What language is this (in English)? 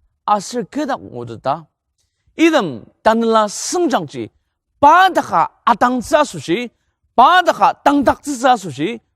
Ao Naga